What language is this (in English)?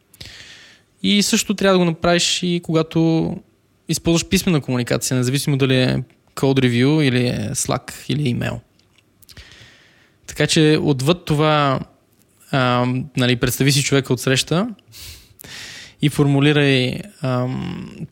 Bulgarian